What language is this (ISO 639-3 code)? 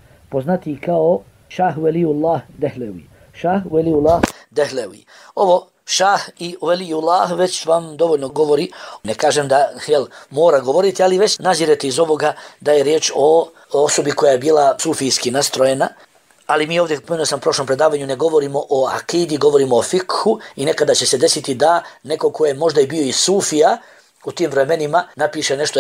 bos